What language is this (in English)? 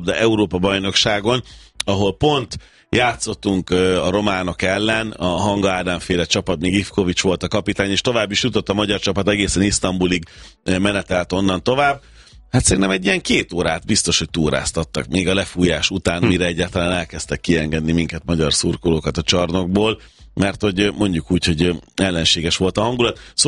Hungarian